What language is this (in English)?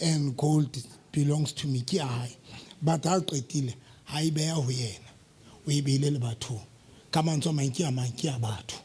Southern Sotho